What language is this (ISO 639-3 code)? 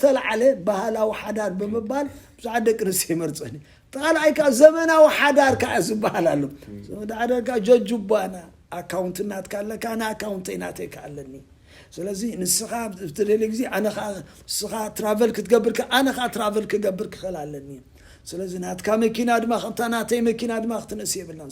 tir